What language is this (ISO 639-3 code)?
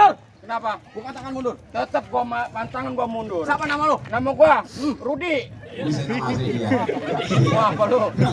bew